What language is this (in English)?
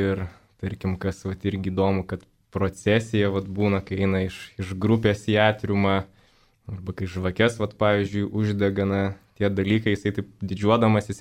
Lithuanian